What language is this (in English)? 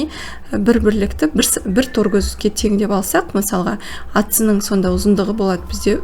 Kazakh